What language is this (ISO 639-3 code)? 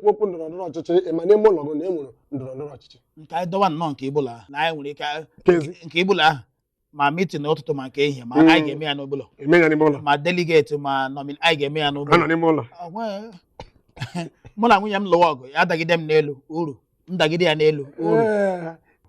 ibo